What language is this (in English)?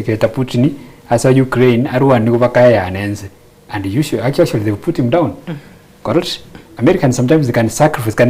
Gusii